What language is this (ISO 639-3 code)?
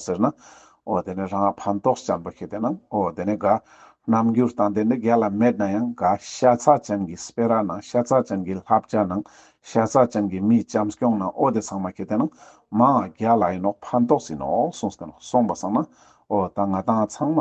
lbj